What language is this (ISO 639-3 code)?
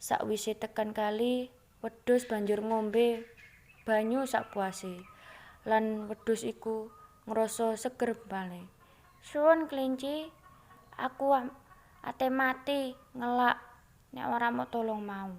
jav